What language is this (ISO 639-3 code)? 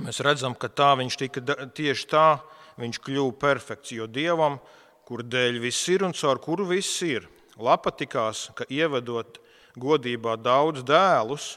lav